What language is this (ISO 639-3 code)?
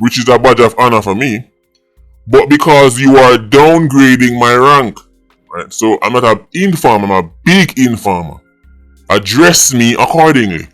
jam